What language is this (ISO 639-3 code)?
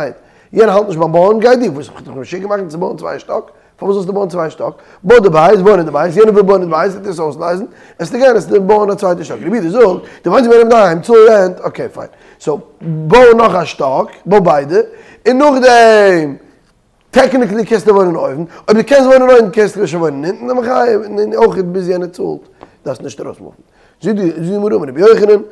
yid